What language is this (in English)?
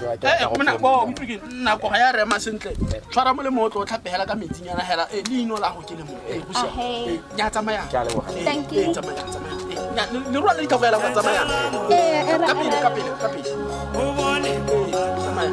Tswana